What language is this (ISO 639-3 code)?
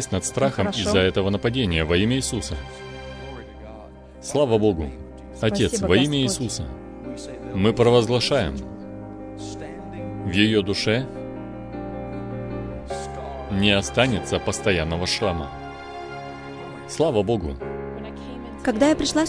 rus